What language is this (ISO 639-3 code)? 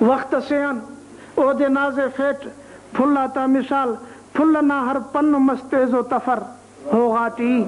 brh